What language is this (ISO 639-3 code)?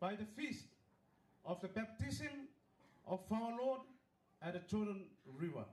gil